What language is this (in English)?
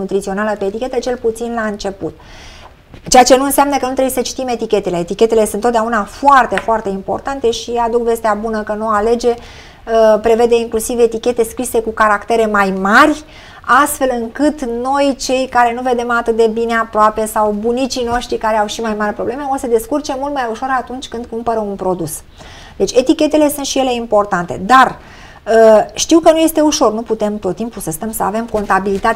Romanian